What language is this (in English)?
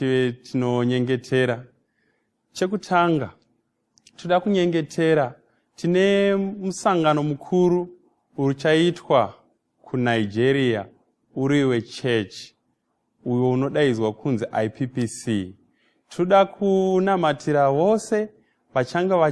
Shona